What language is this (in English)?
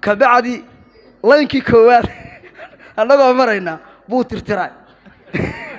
Somali